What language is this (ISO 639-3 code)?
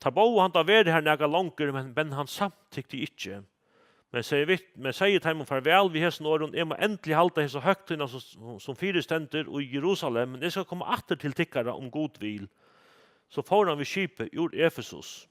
fao